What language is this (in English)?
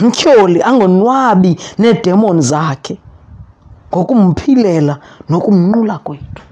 Xhosa